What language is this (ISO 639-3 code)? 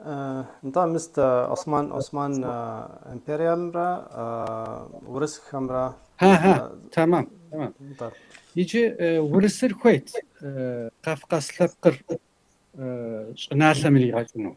kbd